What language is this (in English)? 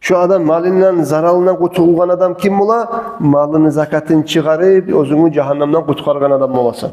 Kumyk